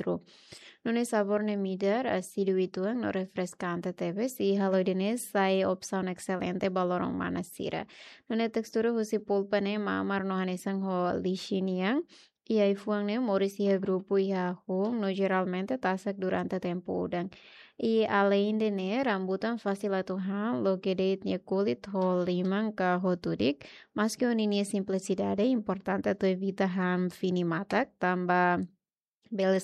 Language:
Tetum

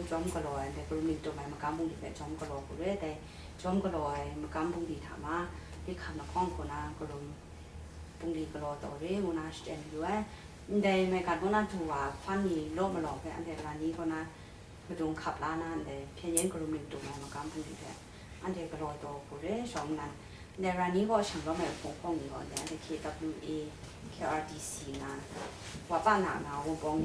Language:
Kachin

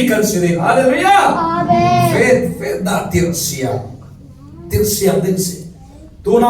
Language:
Falam Chin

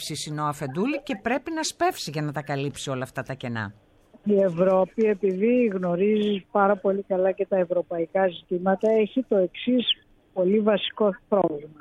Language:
Greek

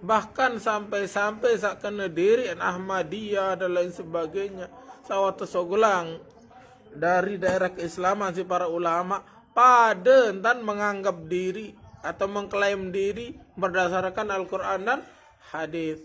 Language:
Sasak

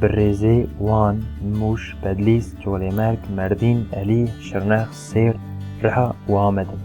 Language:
Kurdish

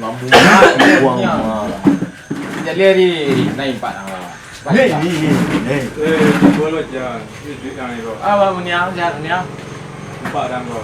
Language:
Minangkabau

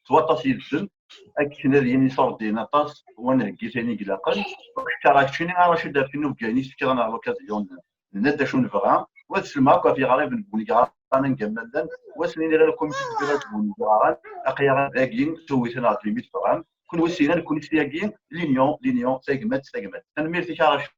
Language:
Kabyle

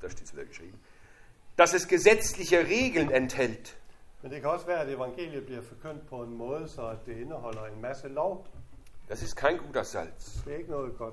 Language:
Danish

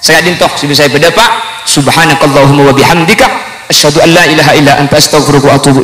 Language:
Madurese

